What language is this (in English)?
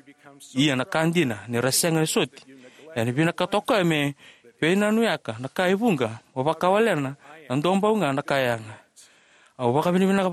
Fijian